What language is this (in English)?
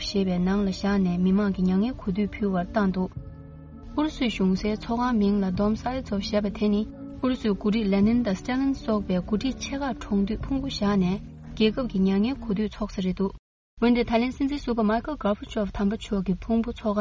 Tibetan